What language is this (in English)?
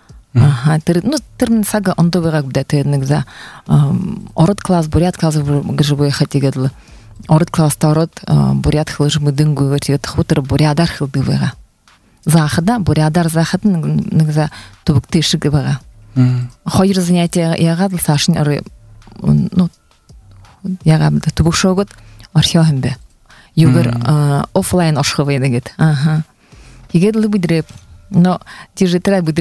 Buriat